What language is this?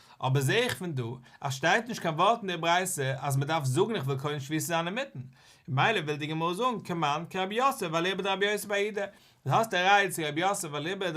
Yiddish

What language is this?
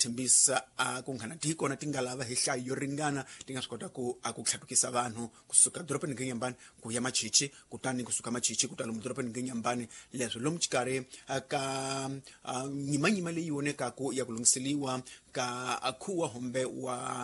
Tsonga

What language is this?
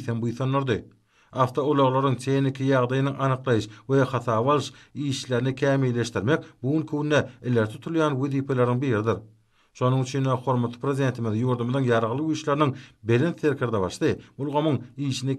Turkmen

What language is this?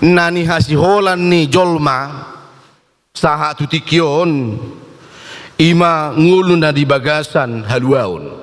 Batak Toba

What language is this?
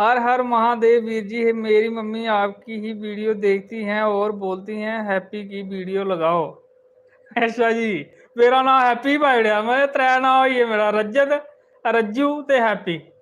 Dogri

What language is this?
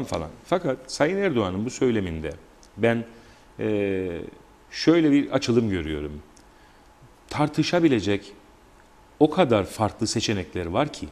Turkish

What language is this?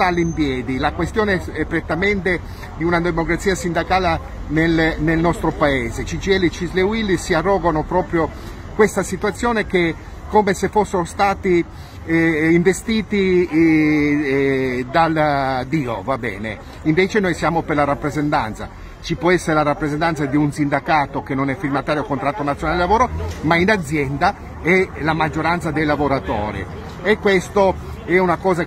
Italian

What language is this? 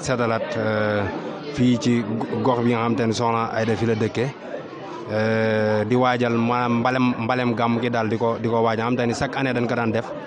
Wolof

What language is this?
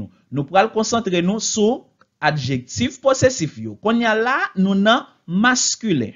Haitian Creole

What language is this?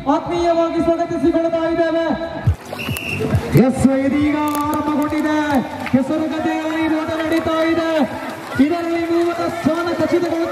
Kannada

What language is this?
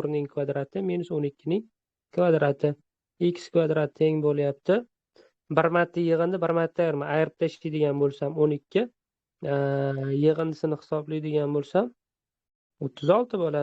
Uzbek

